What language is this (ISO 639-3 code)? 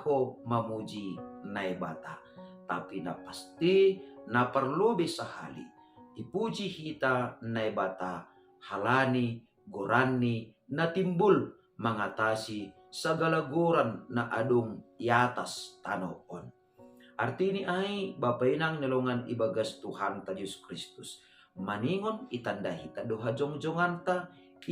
bts